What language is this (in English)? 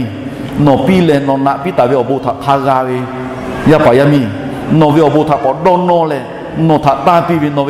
Lahu